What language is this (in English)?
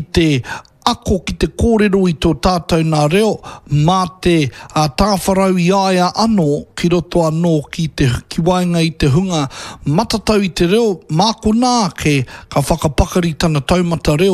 Māori